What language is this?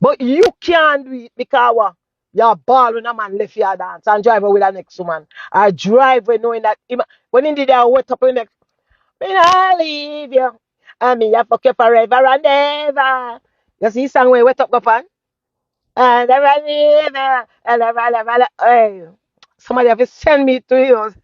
Jamaican Creole English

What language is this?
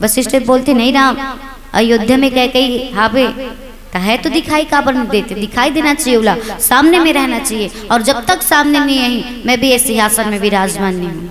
Chhattisgarhi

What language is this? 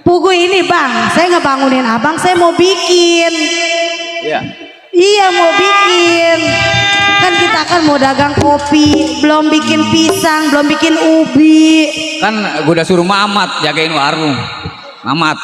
Betawi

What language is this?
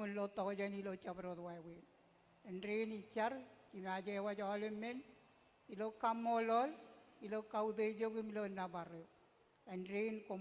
Marshallese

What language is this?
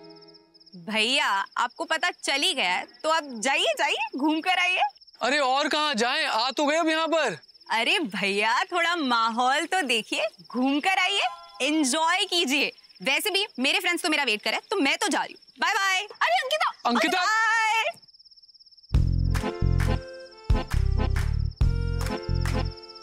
Hindi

